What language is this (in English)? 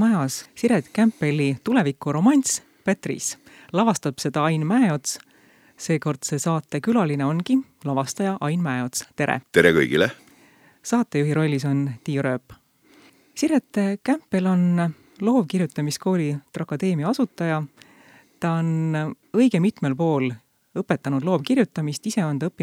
Estonian